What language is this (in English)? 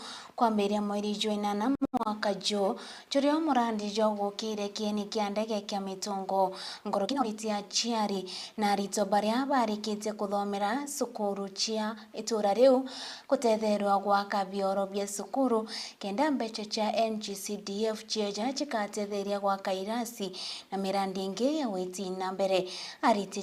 Meru